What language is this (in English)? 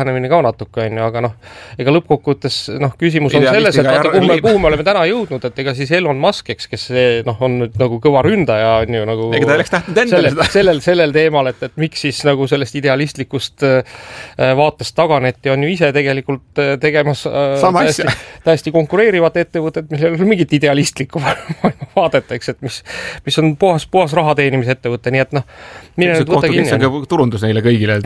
Estonian